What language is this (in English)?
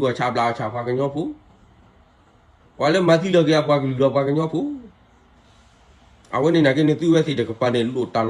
S'gaw Karen